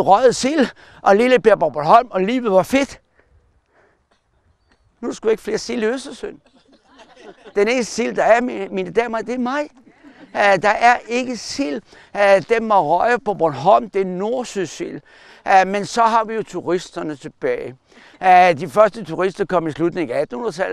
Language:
Danish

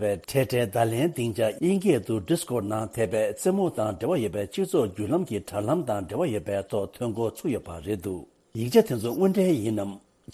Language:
Tibetan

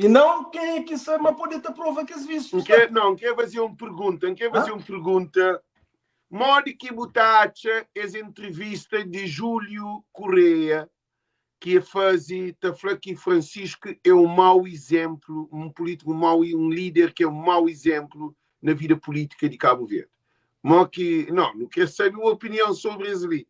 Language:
Kabuverdianu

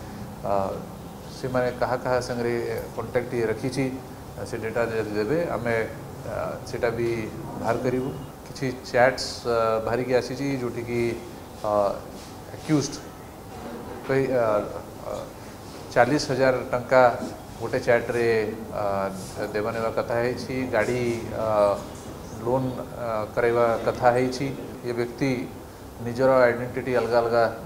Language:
Odia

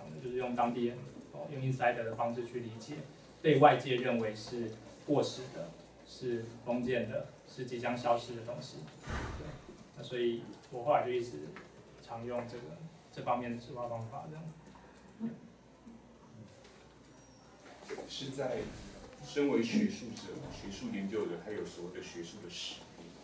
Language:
Chinese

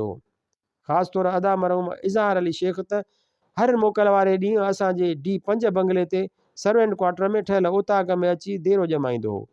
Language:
Sindhi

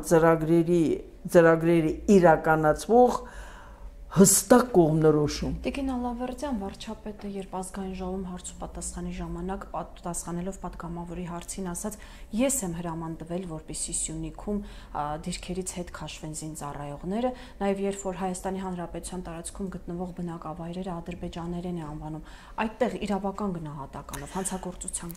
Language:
Armenian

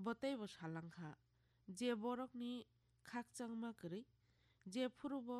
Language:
Kok Borok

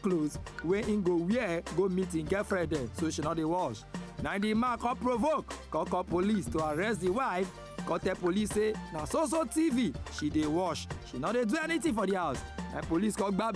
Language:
Nigerian Pidgin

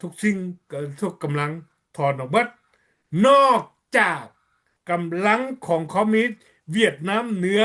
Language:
Lao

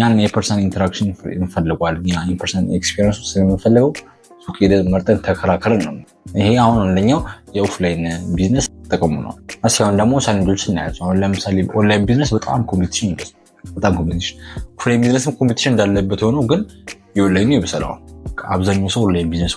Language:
Amharic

